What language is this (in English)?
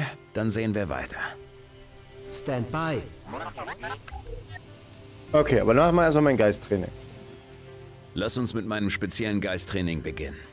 German